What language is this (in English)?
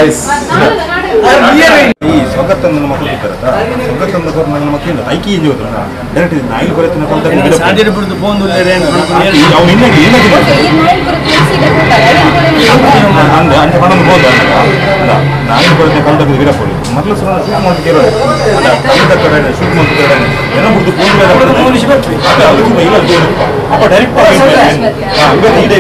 Tulu